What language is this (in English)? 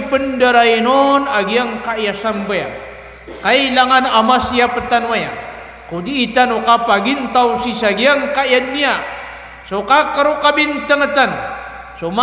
Maranao